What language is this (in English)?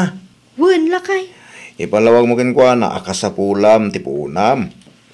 Iloko